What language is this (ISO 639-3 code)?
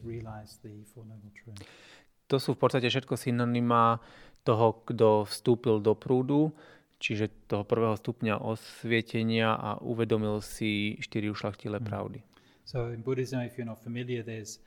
slk